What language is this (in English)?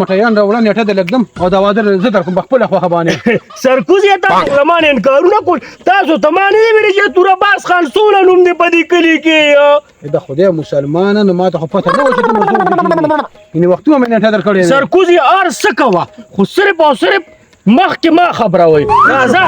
Pashto